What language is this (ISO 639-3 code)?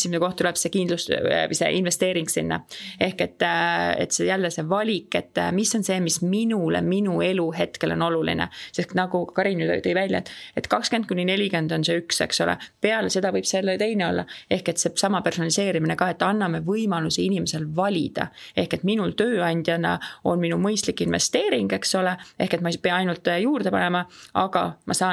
est